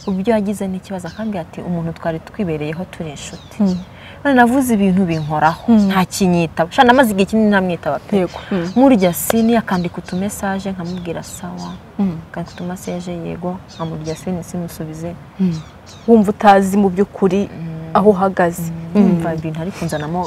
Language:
Kinyarwanda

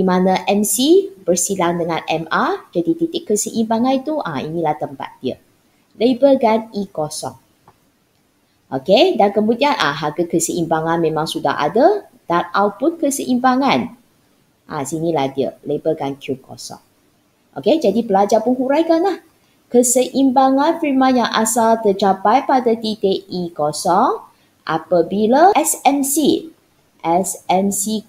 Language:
Malay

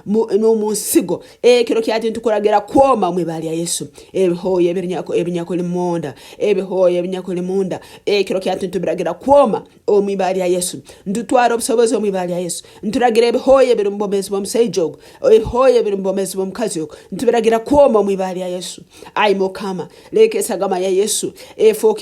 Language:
Nyankole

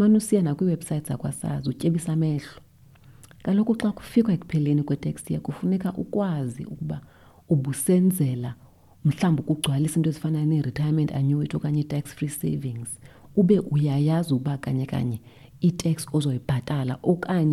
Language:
Xhosa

